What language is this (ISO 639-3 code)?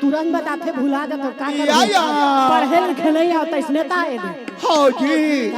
hne